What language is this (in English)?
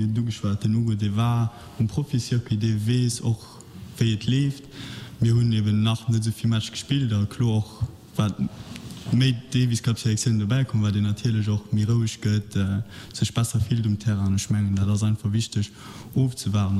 Luxembourgish